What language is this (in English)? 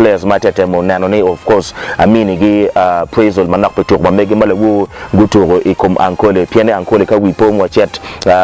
Acoli